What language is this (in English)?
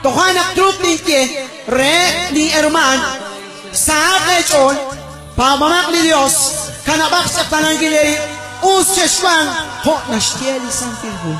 Kekchí